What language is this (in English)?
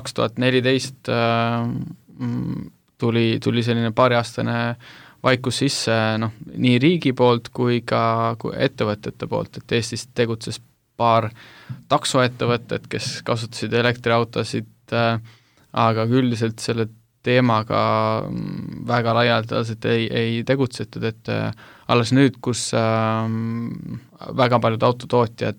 Estonian